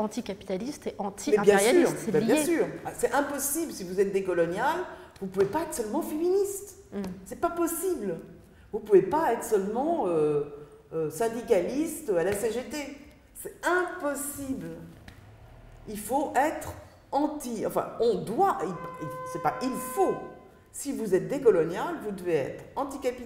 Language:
French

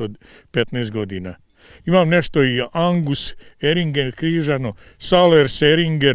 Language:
Bosnian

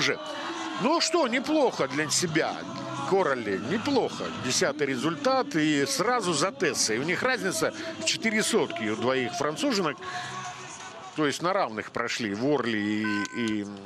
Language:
Russian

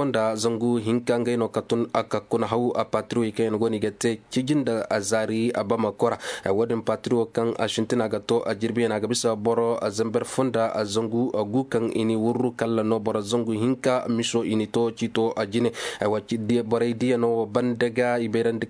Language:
Koyraboro Senni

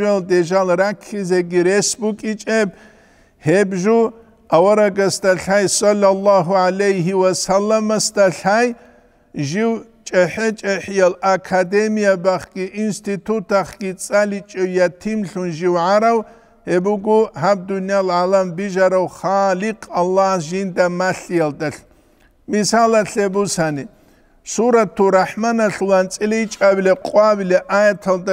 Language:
Avaric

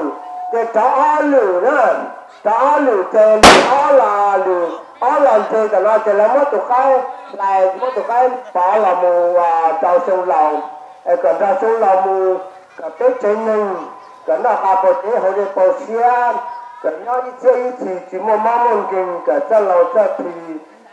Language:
Hmong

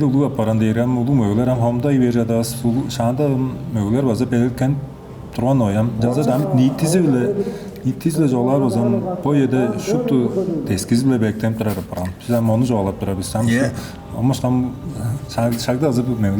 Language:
Tuvinian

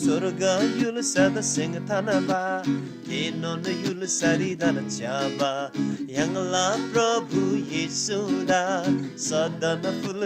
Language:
Eastern Tamang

